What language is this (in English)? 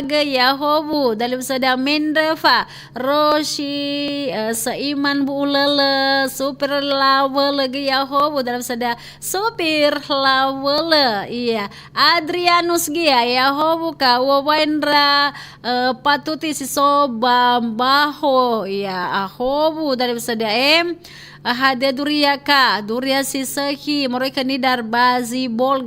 Nias